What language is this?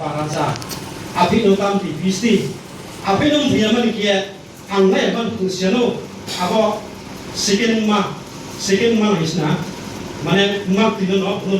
Riang (India)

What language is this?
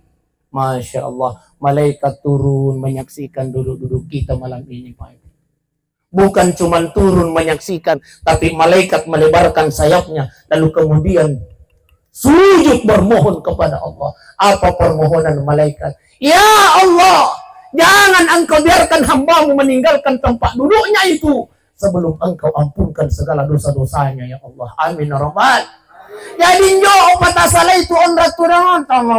Buginese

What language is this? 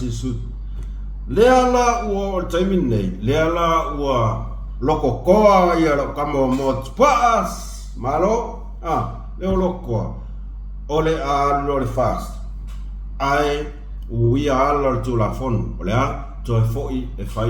Samoan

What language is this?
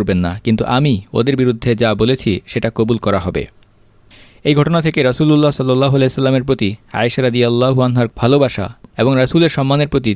Bangla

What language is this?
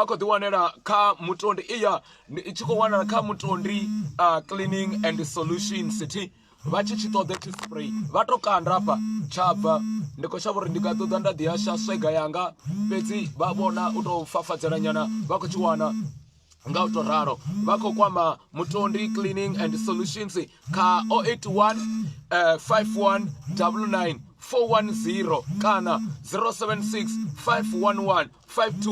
Venda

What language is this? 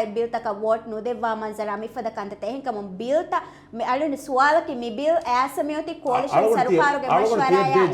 Divehi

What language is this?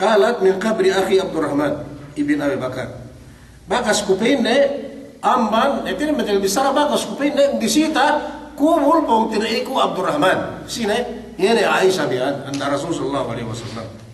Yakan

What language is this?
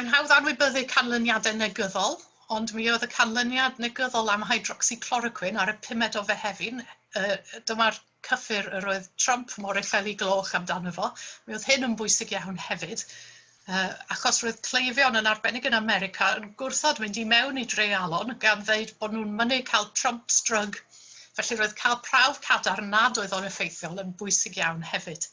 Welsh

